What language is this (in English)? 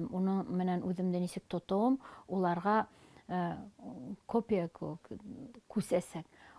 Bashkir